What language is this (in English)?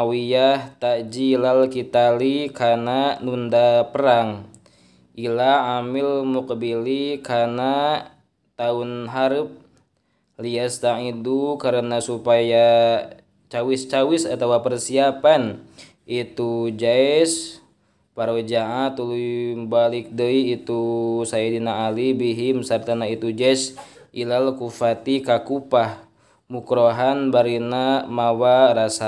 Sundanese